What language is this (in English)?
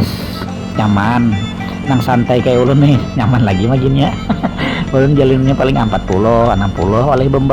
Banjar